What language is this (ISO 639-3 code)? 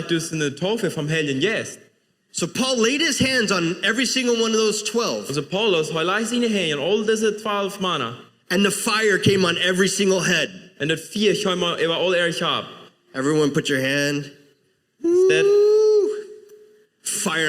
pdt